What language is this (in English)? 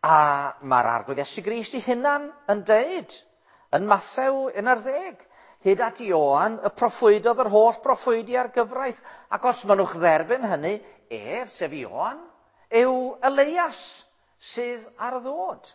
Welsh